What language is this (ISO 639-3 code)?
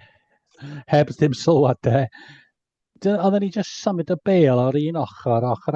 cym